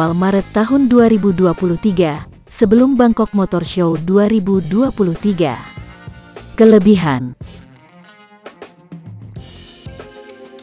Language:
Indonesian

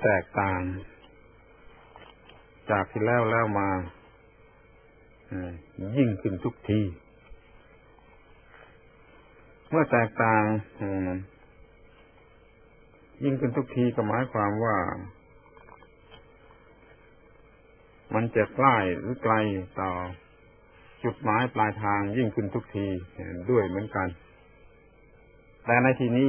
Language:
Thai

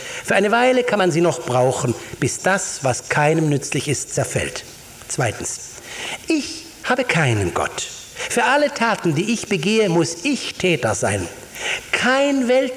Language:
German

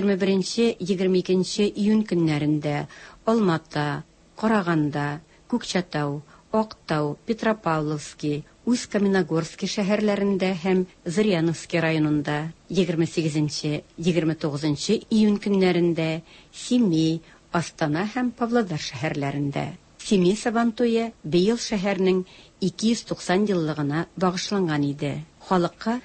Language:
Tatar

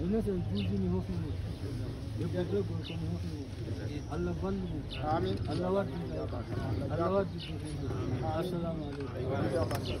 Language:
Fula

